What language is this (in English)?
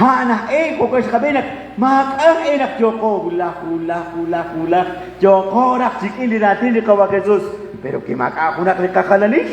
Kekchí